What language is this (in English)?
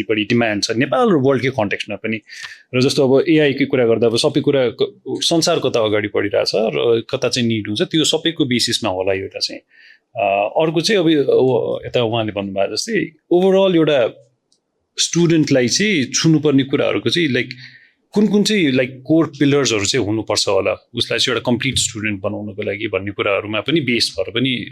Nepali